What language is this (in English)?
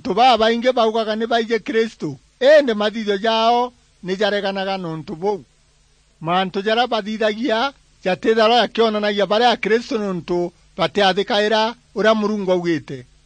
Meru